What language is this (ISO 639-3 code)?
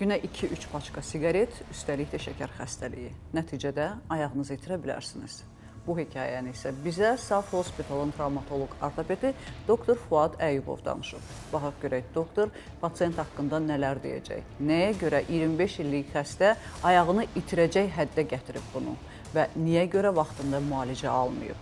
aze